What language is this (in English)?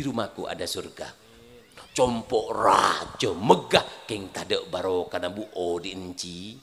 Madurese